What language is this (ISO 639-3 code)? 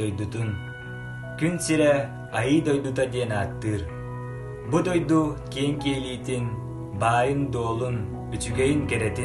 sah